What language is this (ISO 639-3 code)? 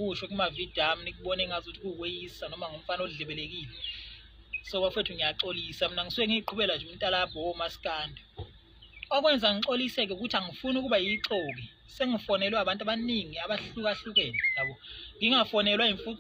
zul